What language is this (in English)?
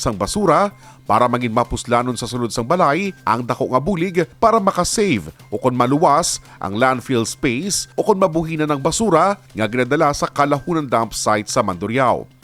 Hiligaynon